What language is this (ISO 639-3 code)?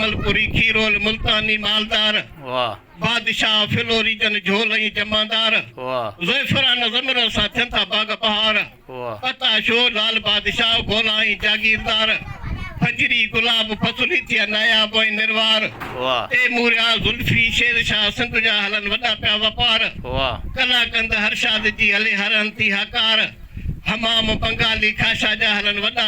snd